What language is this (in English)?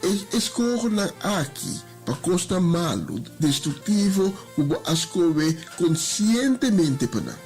Papiamento